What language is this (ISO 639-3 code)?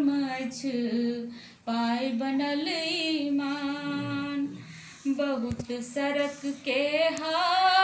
mai